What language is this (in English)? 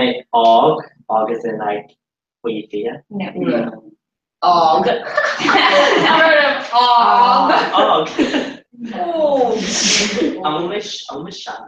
Irish